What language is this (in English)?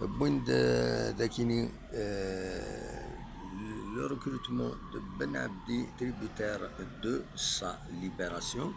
Kabyle